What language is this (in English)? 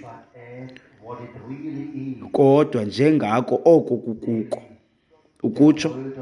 Xhosa